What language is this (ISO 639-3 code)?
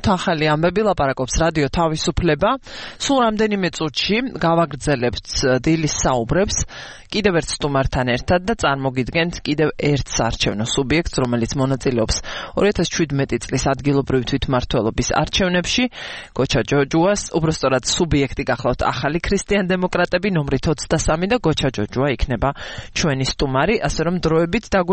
kat